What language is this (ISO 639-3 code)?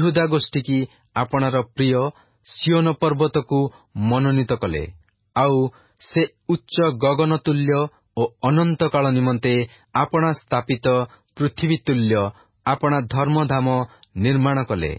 ori